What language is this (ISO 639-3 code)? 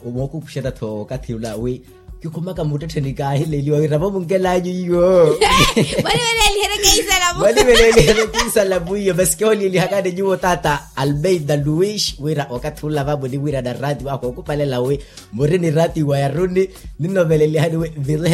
vmw